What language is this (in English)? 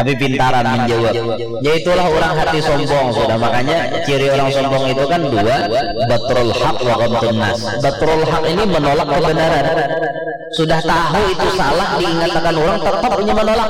Banjar